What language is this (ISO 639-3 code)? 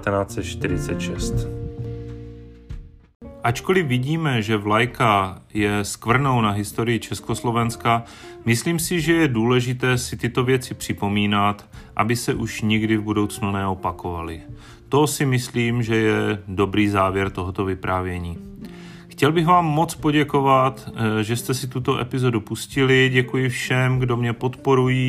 ces